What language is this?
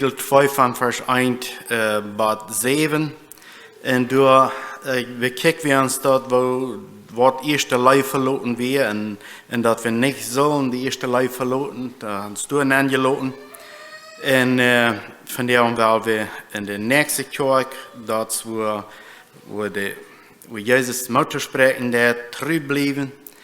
Plautdietsch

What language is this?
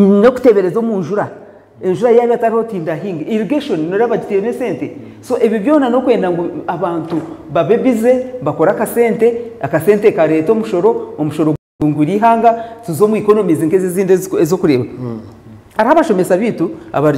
Nyankole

